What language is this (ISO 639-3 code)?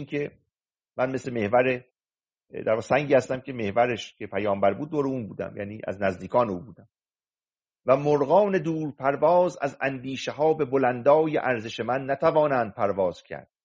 fas